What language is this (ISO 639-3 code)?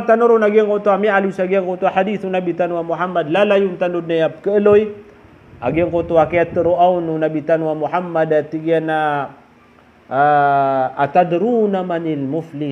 mrw